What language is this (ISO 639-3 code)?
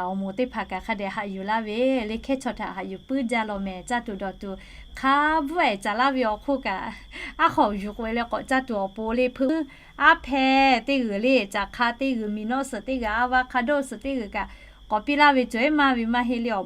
lhu